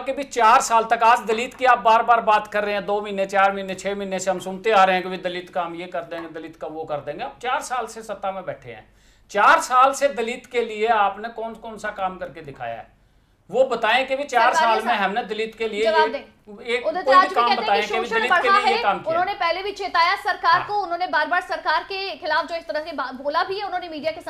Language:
Hindi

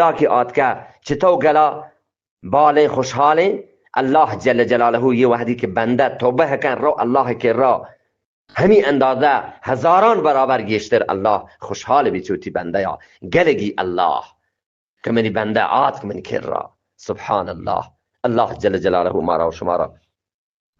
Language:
Eastern Balochi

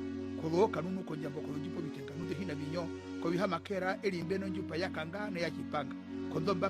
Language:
Herero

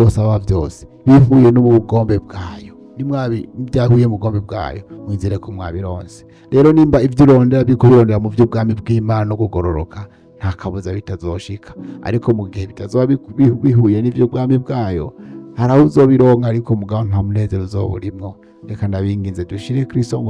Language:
Rundi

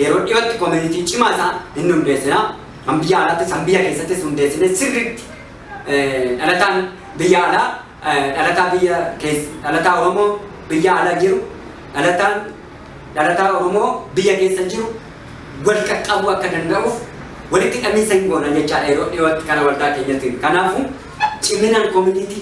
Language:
Oromo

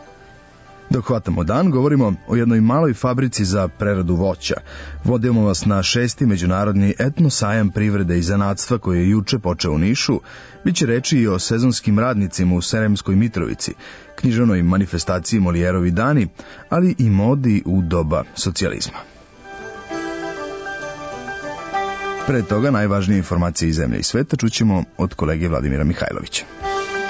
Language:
Serbian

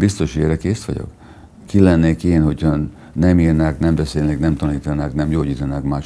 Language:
Hungarian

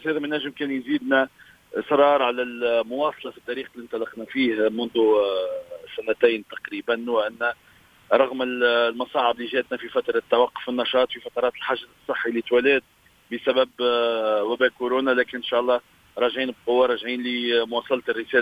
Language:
Tunisian Arabic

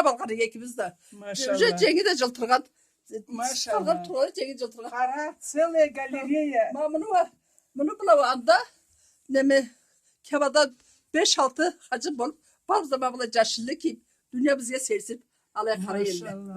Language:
Karachay-Balkar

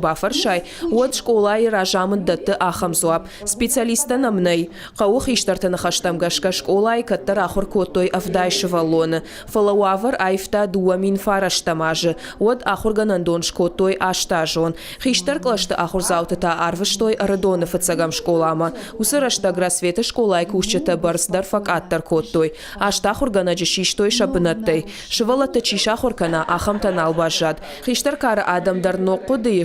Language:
Ossetic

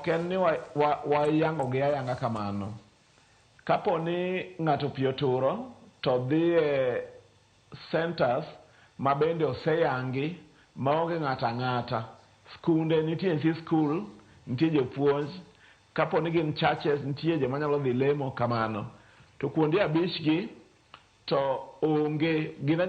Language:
Luo (Kenya and Tanzania)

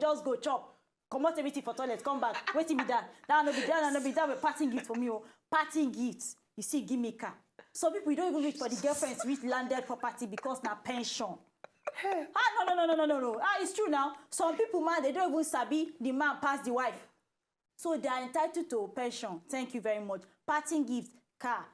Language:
Nigerian Pidgin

